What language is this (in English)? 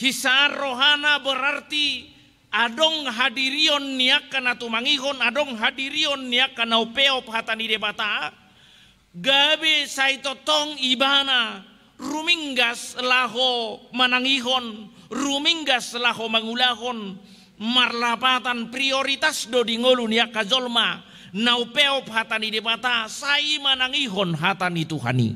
Batak Toba